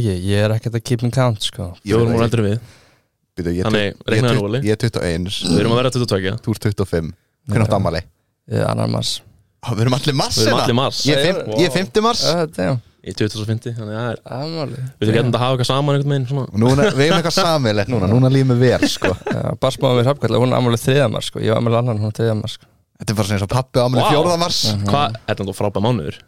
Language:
Icelandic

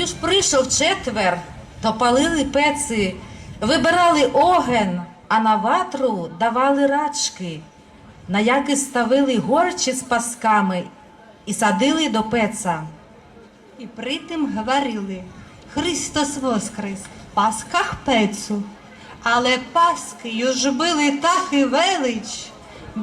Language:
Rusyn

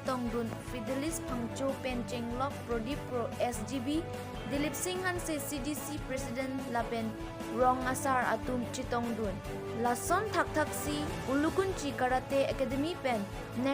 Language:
Karbi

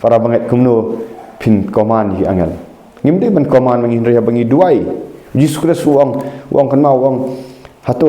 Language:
Khasi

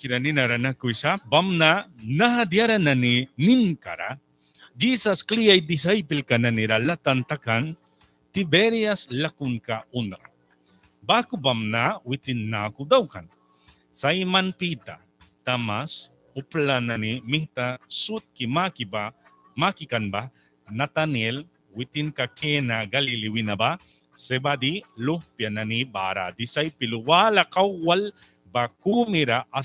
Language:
Mískito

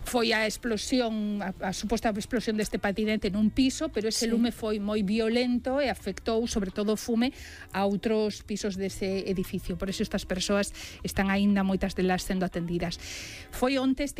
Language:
Galician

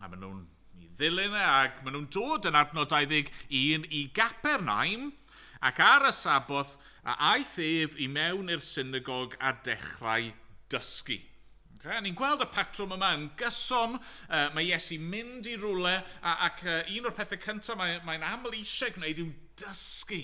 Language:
Welsh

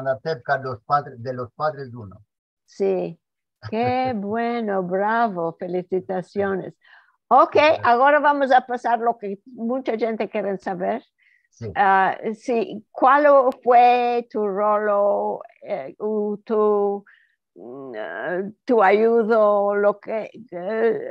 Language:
Ladino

